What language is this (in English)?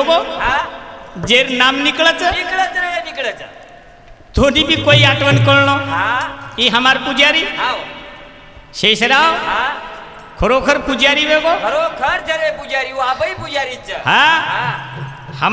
Lambadi